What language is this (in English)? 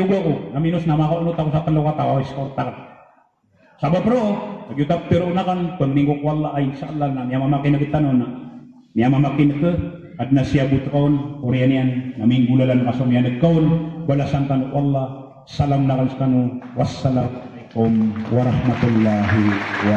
Maranao